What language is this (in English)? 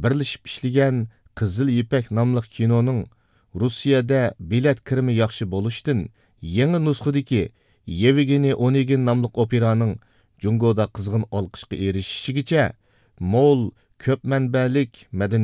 Uyghur